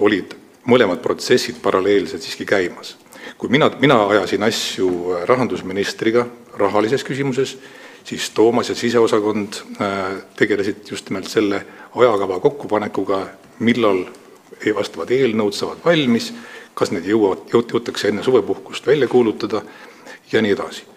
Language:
Estonian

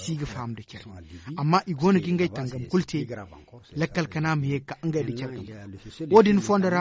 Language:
Zarma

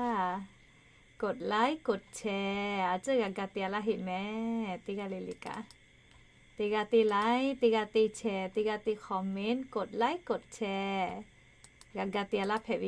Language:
Lahu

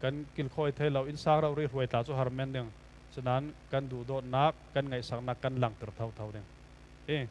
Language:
Falam Chin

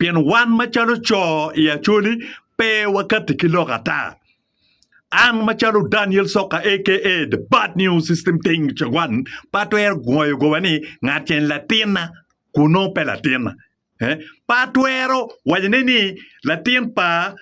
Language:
Acoli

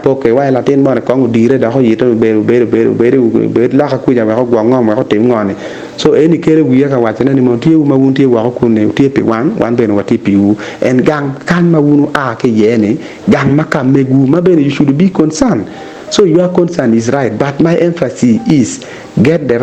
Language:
Acoli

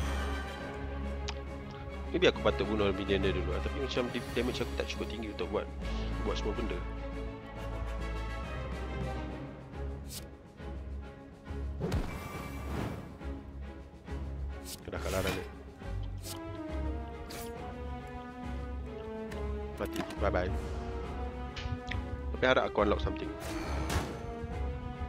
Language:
Malay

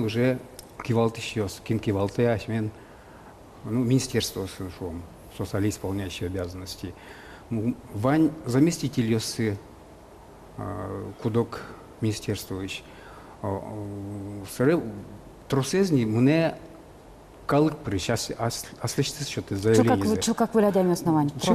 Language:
Udmurt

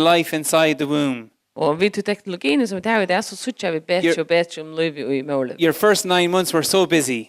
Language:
Faroese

